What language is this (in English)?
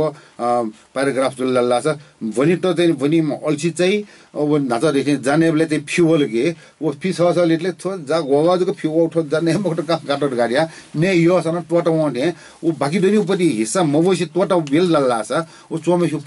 Newari